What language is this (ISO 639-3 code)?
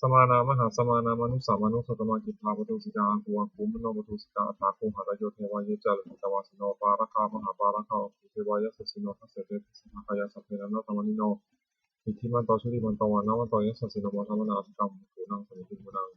pli